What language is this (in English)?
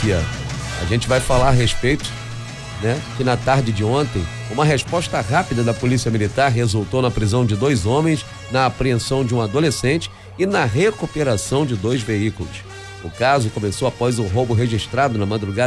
Portuguese